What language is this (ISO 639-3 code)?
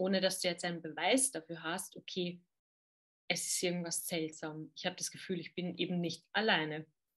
deu